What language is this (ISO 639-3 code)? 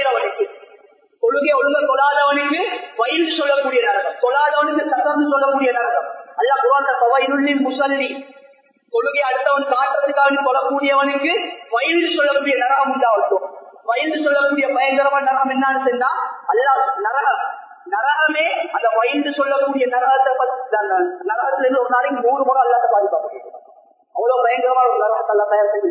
tam